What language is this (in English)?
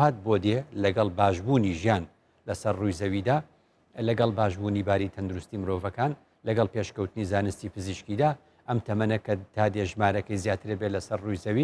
Central Kurdish